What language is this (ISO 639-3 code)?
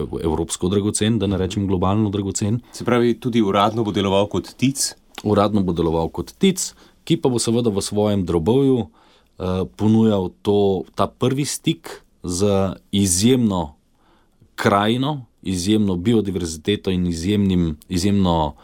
slv